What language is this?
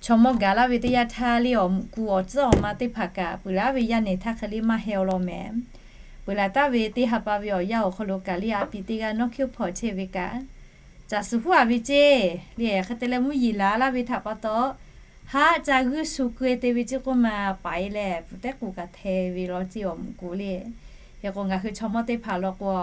Lahu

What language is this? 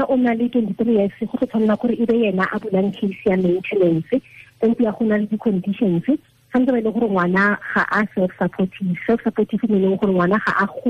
Tswana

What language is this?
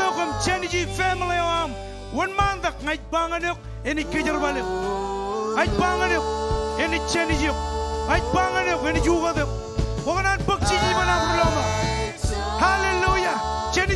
Marshallese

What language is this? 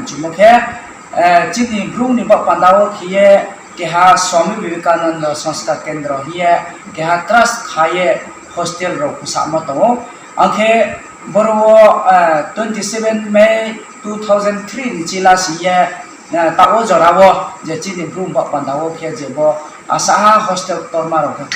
Riang (India)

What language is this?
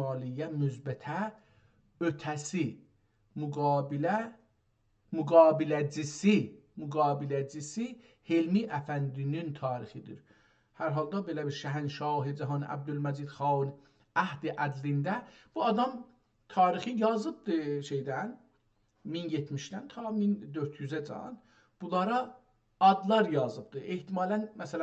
South Azerbaijani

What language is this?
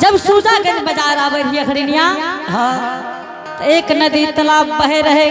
Angika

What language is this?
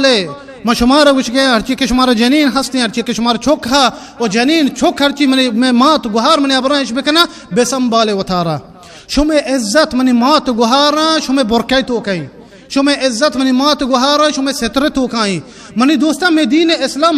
Baluchi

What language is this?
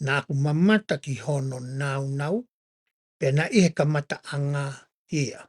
Tongan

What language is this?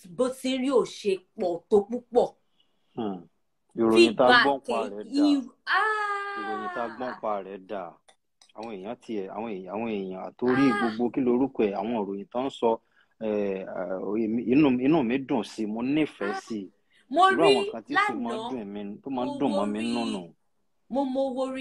Yoruba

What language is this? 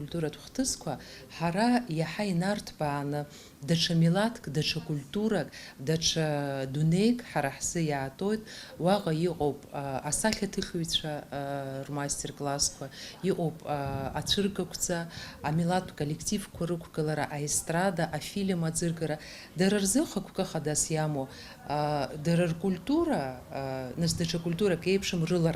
Abkhazian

